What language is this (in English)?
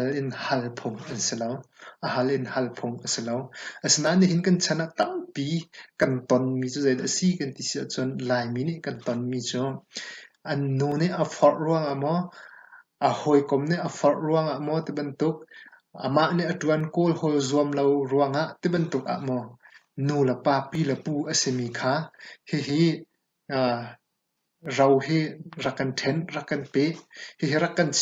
Hakha Chin